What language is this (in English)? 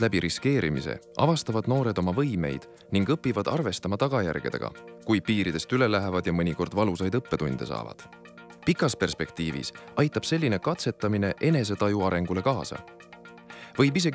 Estonian